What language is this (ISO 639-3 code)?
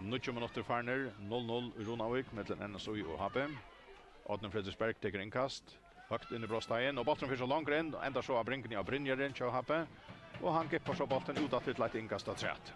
fao